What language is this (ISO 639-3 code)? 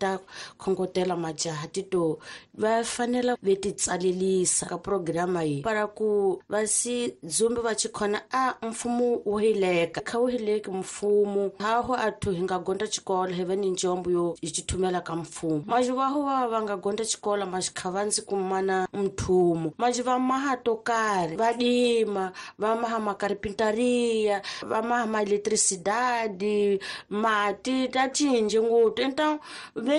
tso